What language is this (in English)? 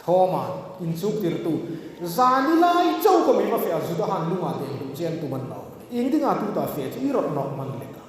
Hmar